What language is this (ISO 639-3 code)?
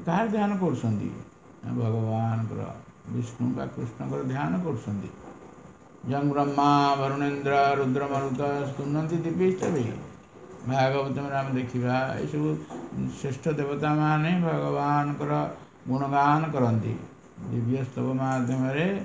ori